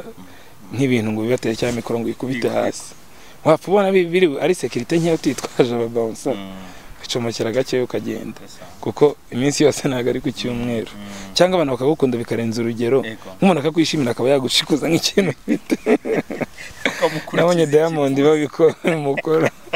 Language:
Kinyarwanda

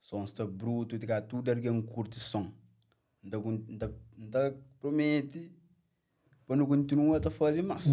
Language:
Kabuverdianu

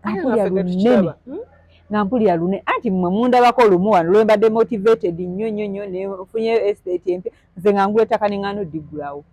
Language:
Ganda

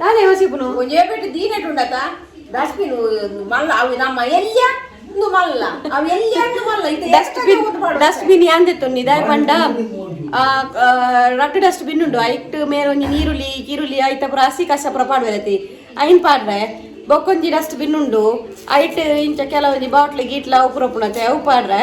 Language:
Tulu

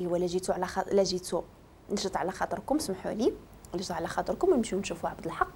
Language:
Moroccan Arabic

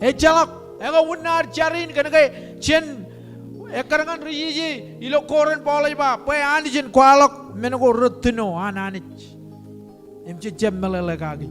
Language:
Marshallese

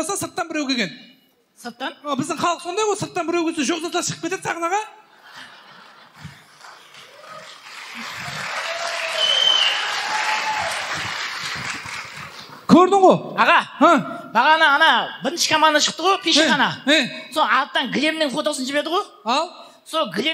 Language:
Kazakh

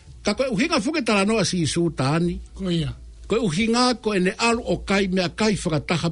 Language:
Tongan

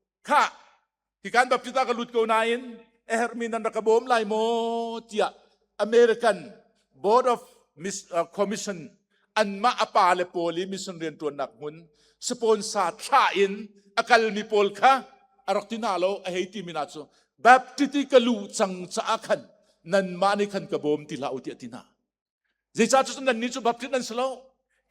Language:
Hakha Chin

